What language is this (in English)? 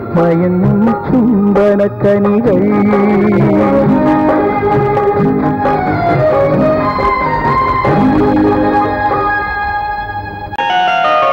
Malayalam